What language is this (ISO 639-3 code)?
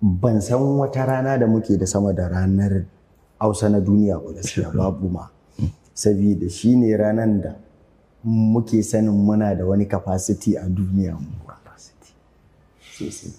hau